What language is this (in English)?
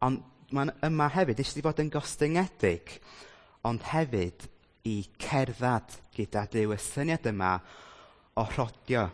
Welsh